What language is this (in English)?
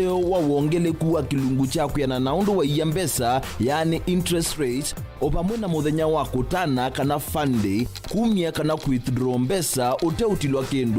Kamba